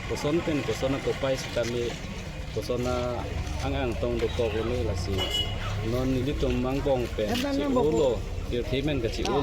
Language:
Karbi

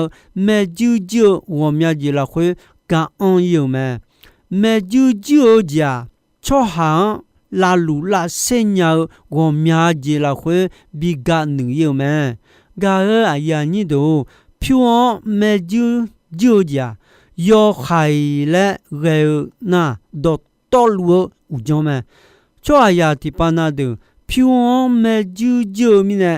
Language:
Akha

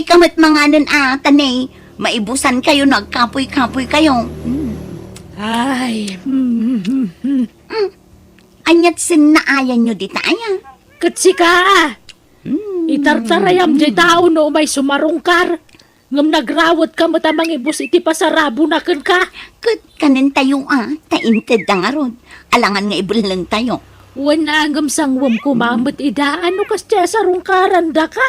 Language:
Iloko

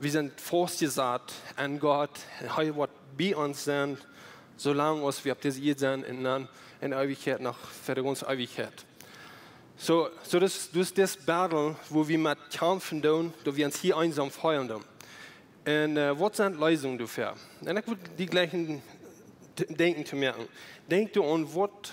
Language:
Plautdietsch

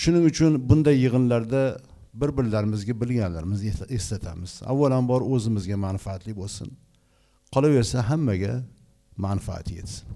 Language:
Uzbek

